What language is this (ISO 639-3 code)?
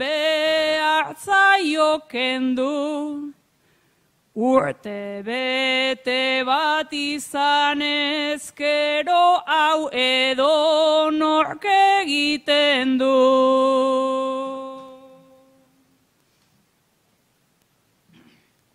eus